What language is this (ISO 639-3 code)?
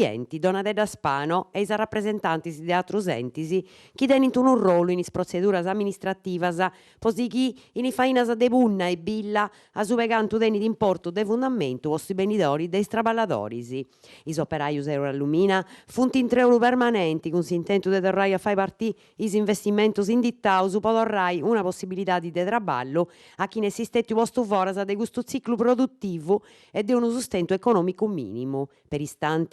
srd